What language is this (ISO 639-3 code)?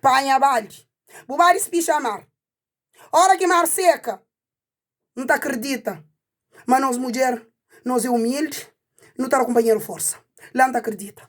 kea